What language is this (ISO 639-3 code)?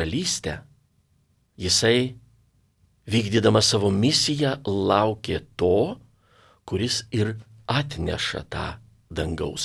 lit